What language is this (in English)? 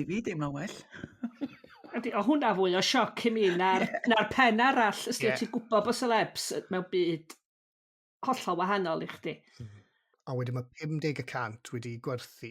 Welsh